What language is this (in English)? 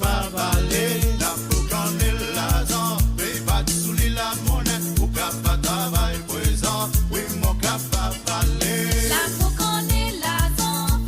Morisyen